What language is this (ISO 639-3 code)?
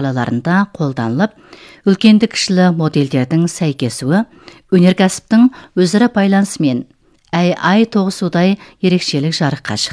kaz